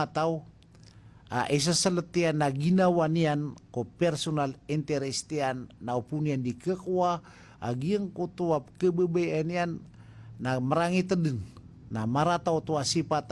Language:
Maranao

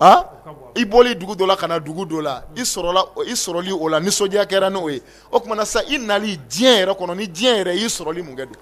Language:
Bambara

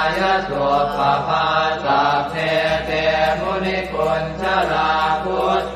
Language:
Pali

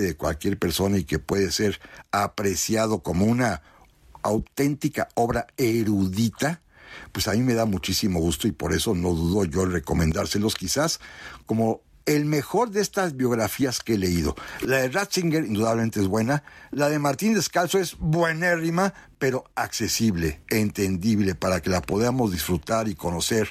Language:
Spanish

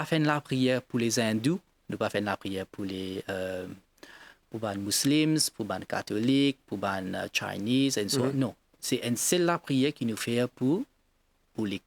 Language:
Morisyen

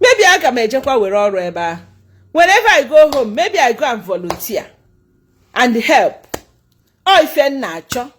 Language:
Igbo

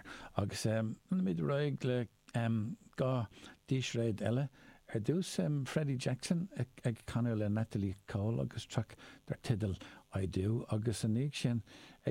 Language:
Irish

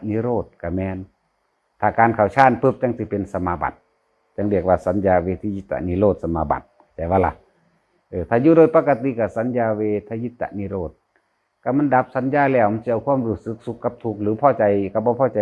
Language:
Northeastern Thai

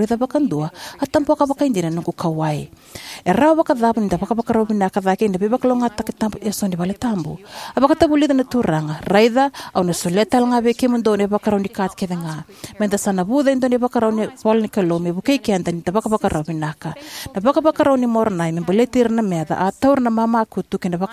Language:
Fijian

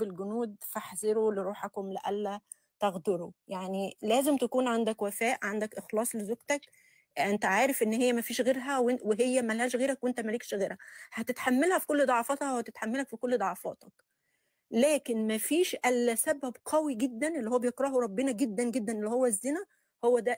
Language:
Egyptian Arabic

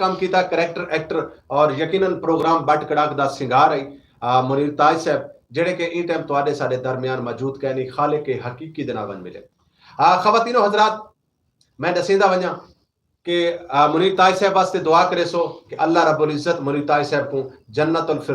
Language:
Saraiki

